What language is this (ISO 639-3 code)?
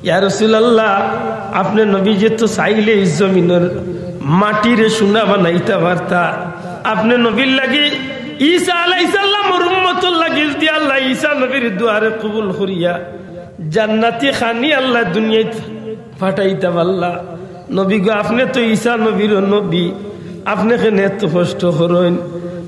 syl